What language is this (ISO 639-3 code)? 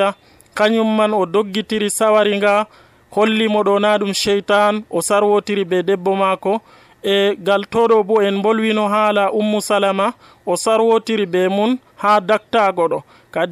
fuv